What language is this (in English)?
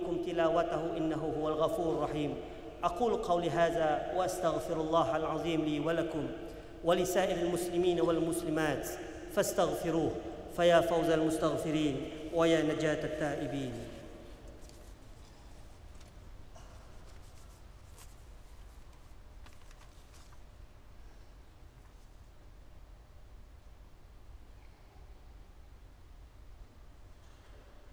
Malay